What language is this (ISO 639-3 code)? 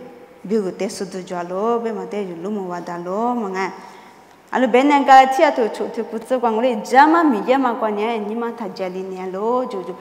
lis